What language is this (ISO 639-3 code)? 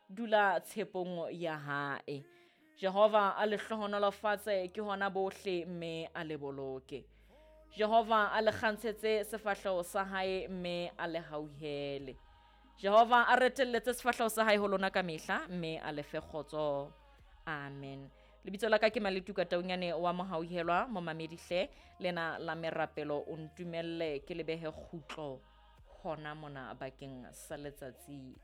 sot